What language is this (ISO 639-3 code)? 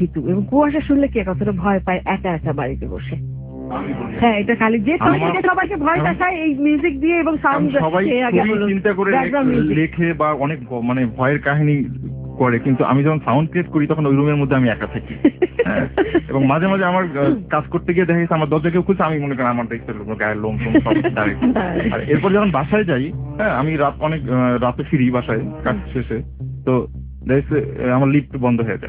ben